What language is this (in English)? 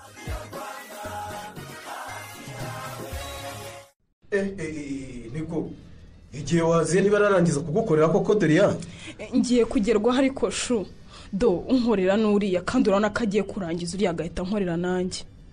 Kinyarwanda